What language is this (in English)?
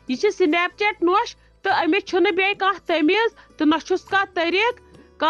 Kashmiri